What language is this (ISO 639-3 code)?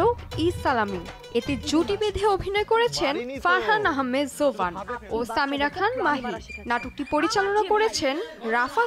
ben